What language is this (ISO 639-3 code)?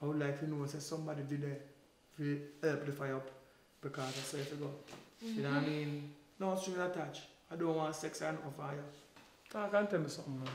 jam